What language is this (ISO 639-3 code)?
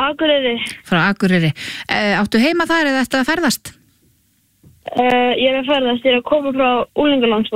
isl